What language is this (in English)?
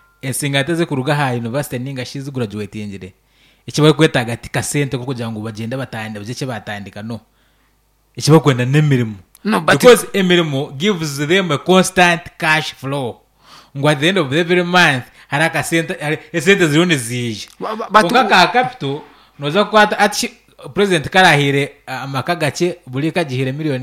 Nyankole